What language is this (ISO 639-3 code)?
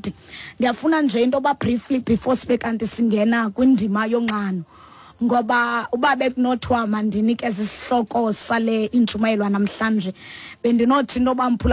xho